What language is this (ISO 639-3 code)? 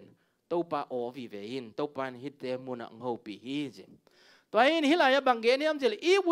ctd